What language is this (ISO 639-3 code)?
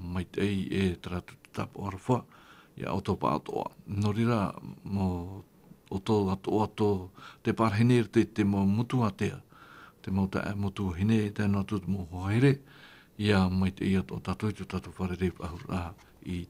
tah